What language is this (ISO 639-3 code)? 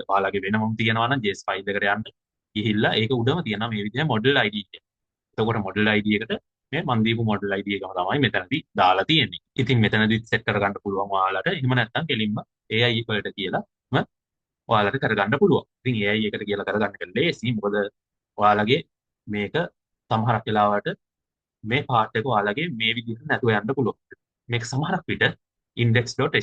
sin